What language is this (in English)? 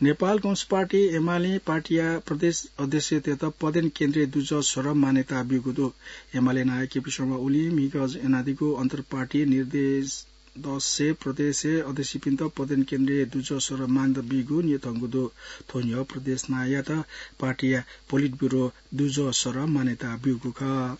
Newari